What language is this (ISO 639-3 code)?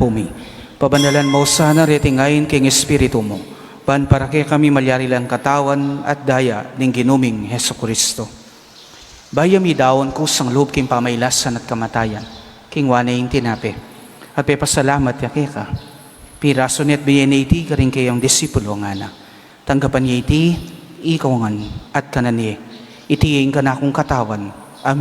pam